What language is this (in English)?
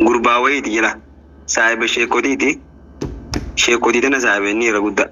Oromo